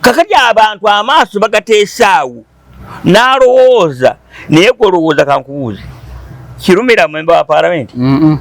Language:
Ganda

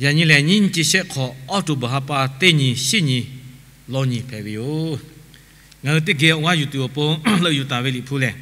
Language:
Lahu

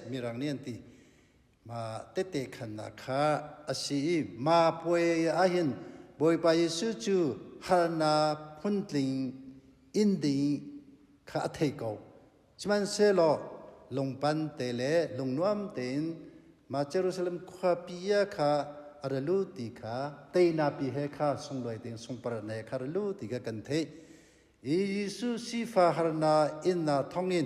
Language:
Hakha Chin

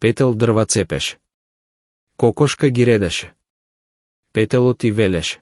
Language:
Macedonian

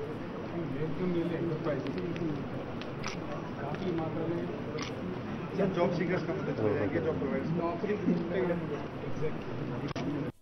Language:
Hindi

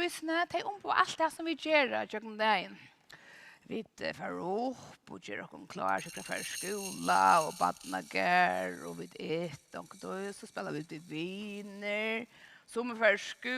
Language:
Faroese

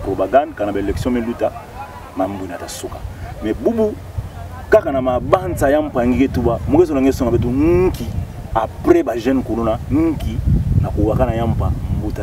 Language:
Kituba (Democratic Republic of Congo)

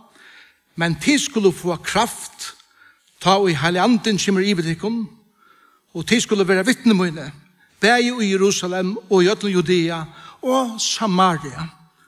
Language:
Faroese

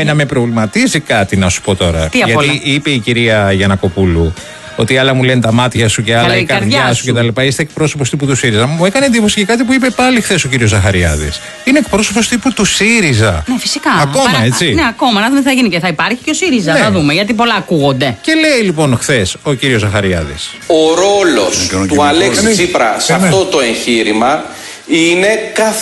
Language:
Greek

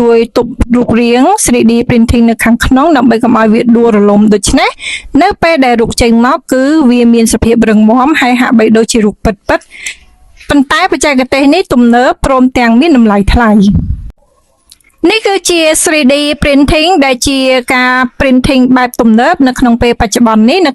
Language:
Khmer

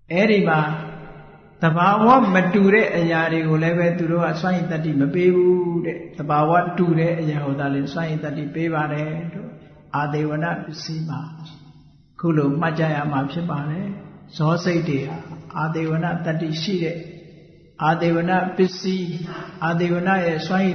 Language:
Burmese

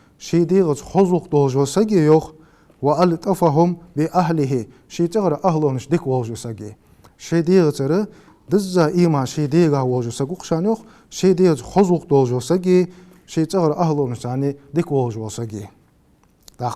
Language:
Ingush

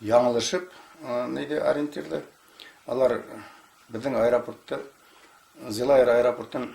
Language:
Bashkir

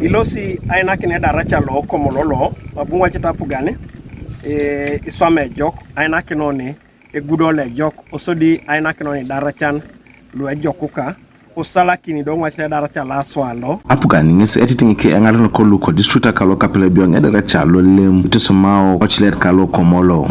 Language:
Teso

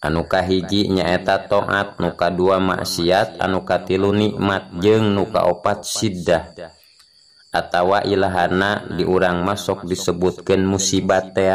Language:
Sundanese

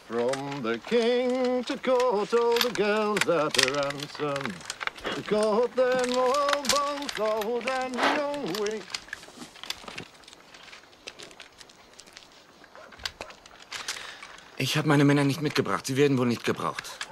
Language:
German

